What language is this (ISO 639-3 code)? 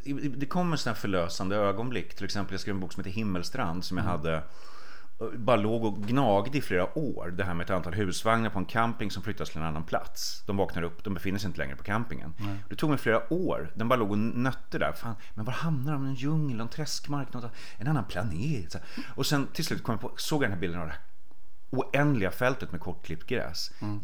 swe